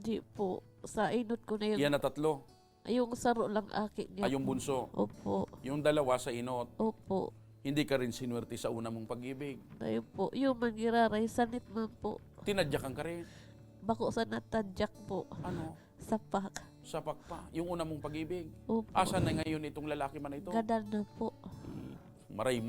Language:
Bikol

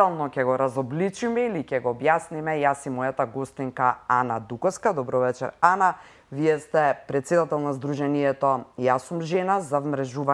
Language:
Macedonian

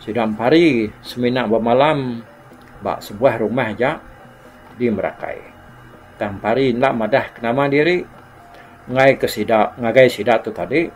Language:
Iban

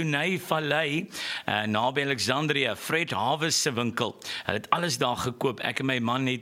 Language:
Afrikaans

